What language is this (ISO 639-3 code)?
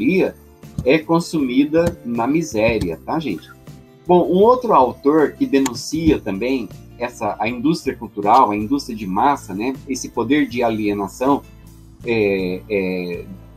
por